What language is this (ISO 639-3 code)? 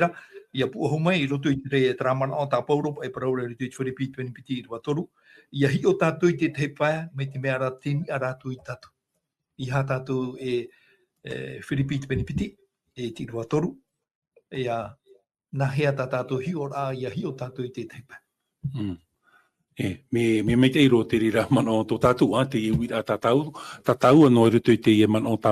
tah